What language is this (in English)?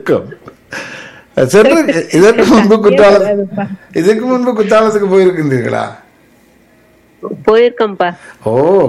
Tamil